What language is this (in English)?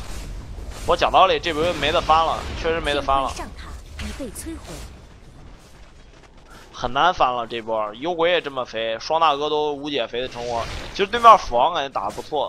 Chinese